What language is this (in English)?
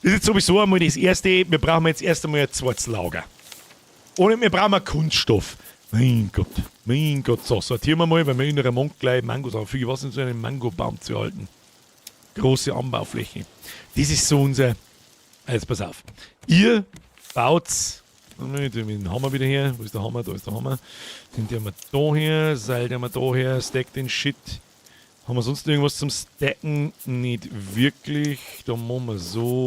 Bavarian